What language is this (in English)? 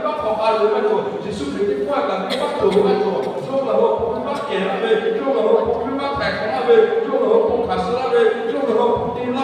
Lahu